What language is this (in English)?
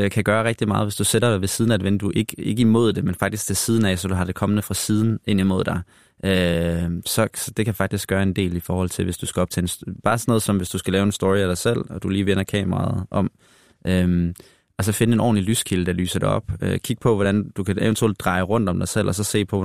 Danish